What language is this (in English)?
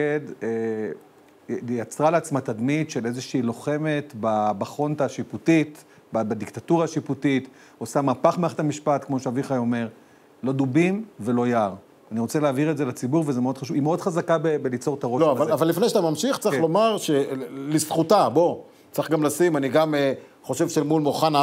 Hebrew